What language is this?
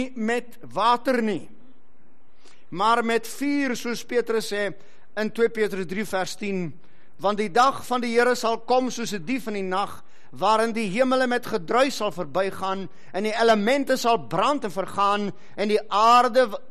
Afrikaans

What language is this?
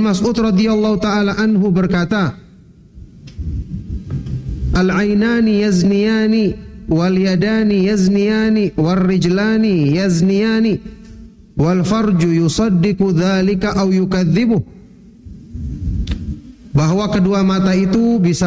Indonesian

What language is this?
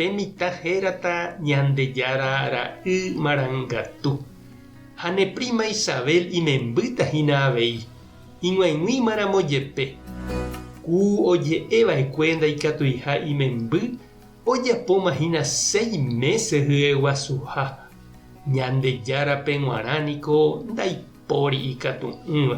Guarani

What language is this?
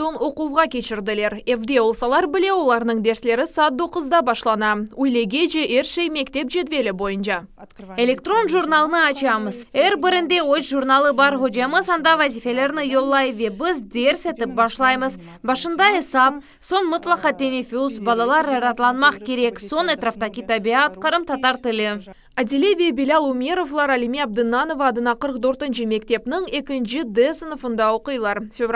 Crimean Tatar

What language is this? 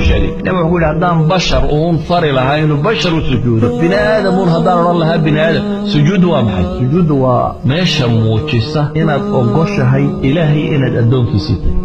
Somali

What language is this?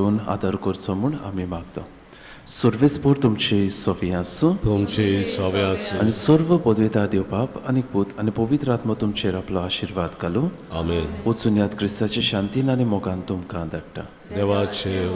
Konkani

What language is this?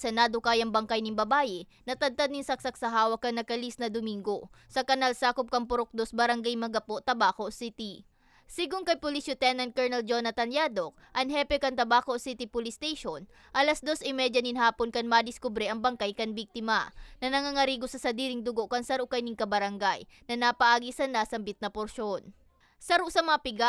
Bikol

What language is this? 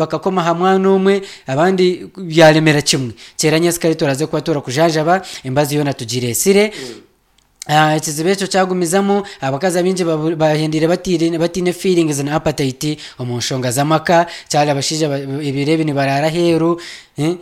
Nyankole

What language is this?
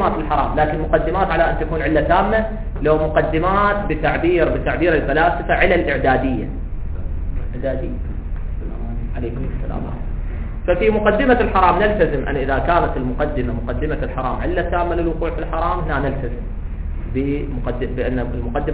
Arabic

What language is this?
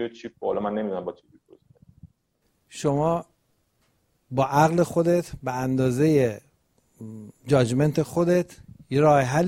Persian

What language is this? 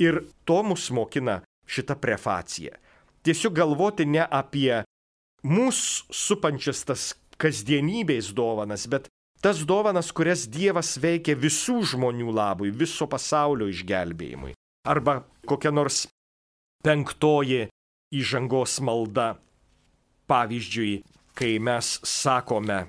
Lithuanian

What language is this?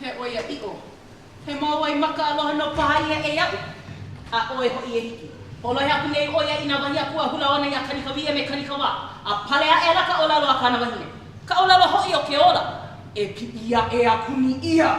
Hawaiian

